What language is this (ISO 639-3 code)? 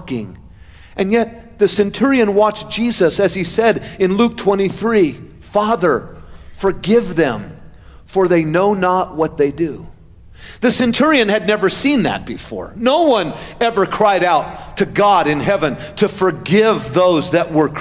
eng